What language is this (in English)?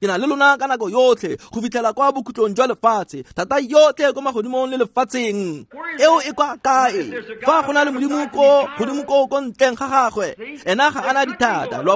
Tswana